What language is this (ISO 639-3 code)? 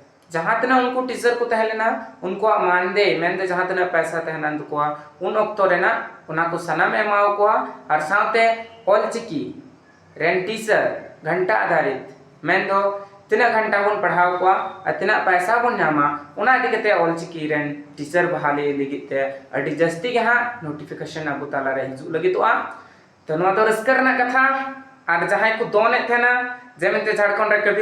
sat